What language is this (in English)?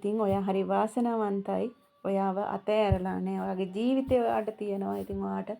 Sinhala